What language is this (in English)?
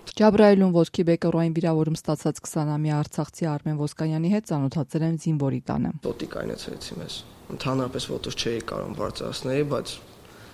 Armenian